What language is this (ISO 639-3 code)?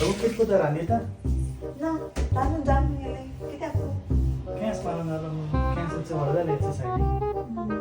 kok